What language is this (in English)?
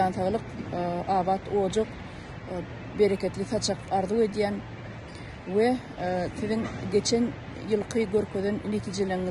Turkmen